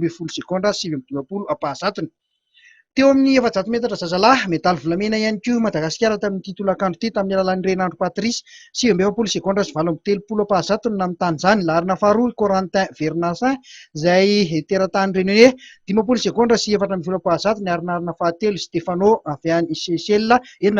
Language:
Malagasy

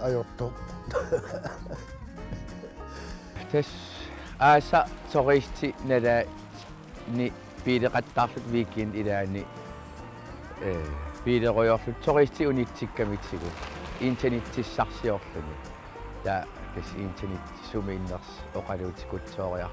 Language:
Kalaallisut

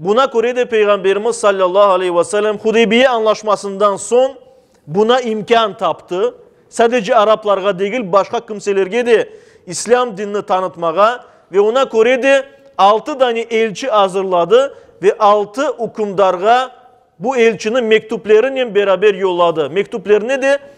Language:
Crimean Tatar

